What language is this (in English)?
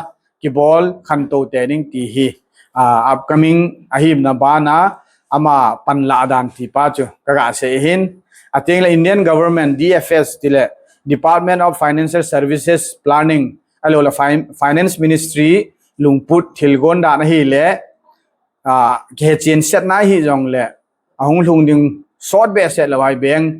Thado Chin